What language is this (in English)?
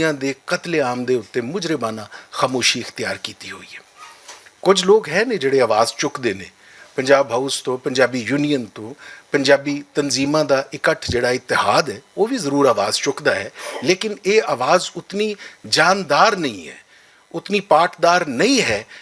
Western Panjabi